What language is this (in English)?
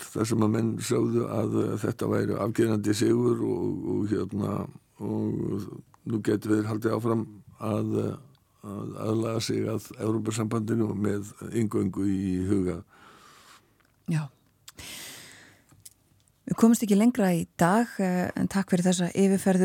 Icelandic